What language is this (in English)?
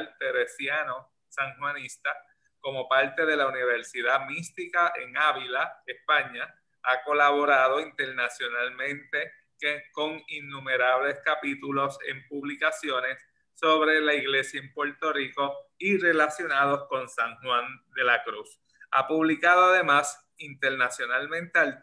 Spanish